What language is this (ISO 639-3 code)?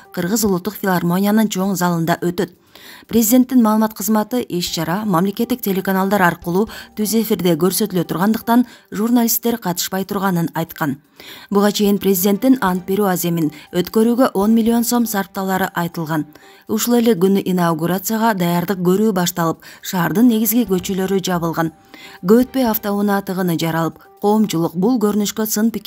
kir